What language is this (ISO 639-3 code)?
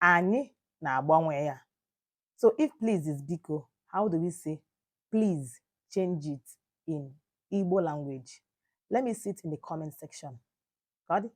ibo